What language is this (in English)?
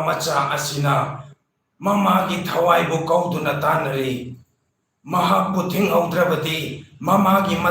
Manipuri